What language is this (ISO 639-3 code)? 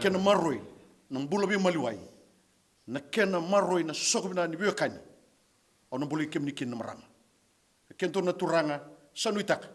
fij